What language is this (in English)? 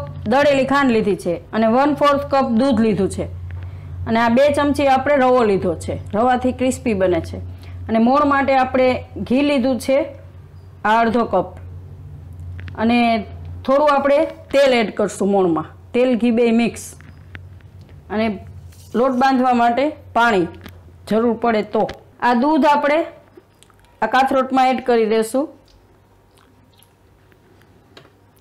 Gujarati